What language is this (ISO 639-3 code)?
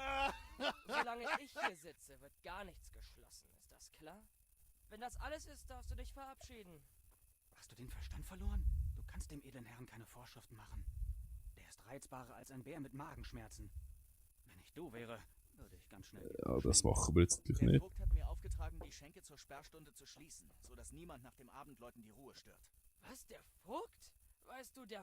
gsw